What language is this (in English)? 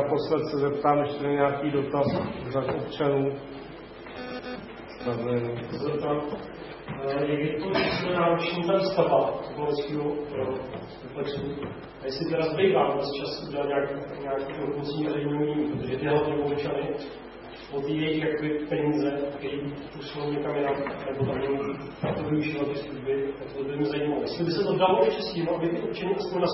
Czech